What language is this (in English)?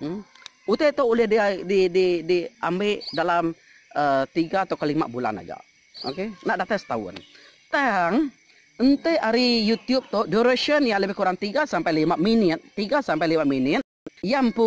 Iban